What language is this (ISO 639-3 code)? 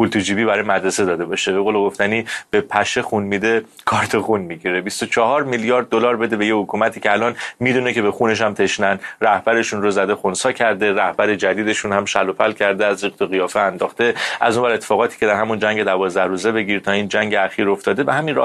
fas